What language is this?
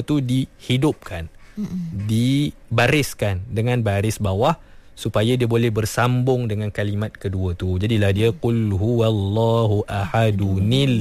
Malay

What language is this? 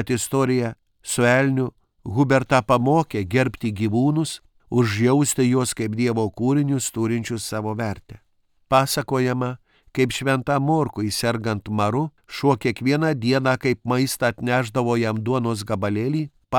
Lithuanian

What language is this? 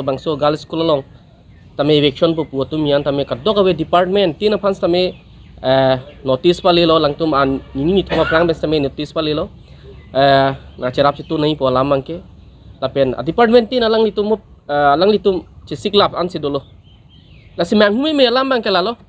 Karbi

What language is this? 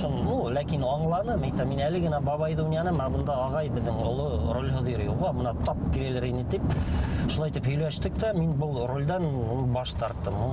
Bashkir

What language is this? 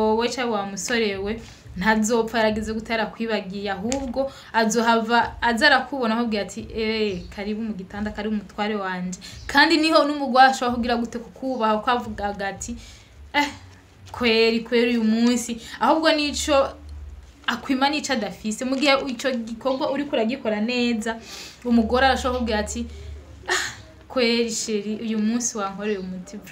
Rundi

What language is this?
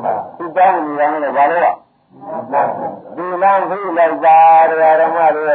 Burmese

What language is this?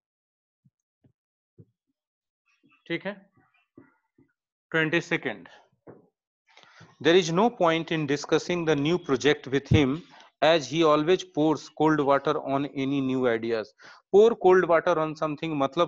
Hindi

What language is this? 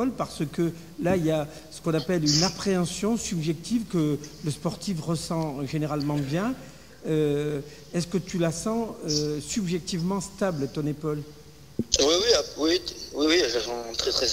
French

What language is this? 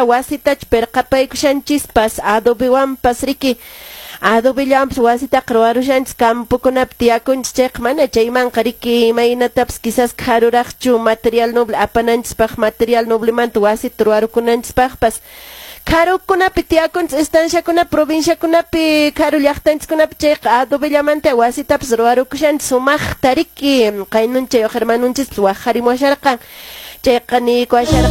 Quechua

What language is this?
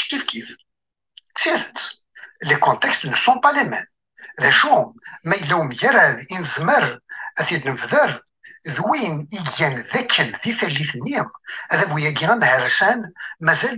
Kabyle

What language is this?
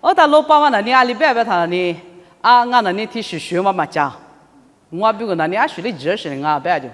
Lisu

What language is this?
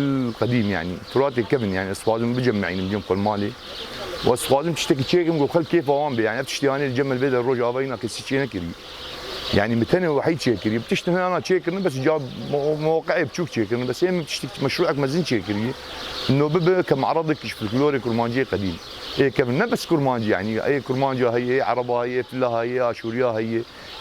Kurdish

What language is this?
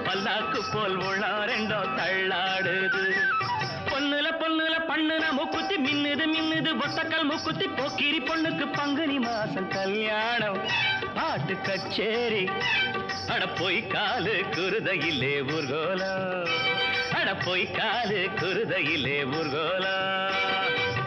Tamil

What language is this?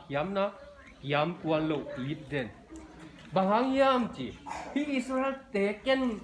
Tedim Chin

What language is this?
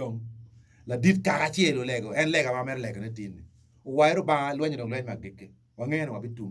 Acoli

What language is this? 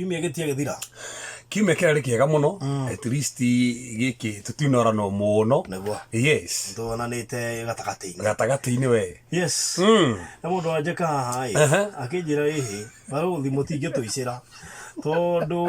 Kikuyu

